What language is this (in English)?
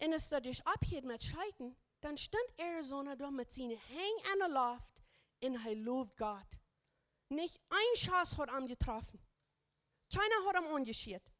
Plautdietsch